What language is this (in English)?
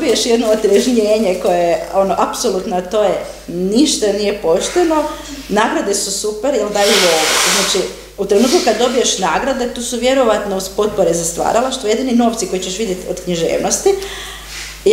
Croatian